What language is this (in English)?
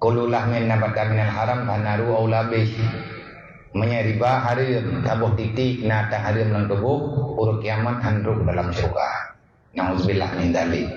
Achinese